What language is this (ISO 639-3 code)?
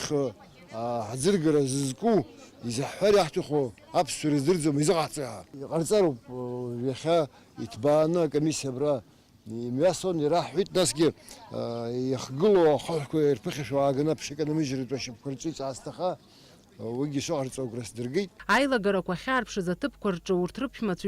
abk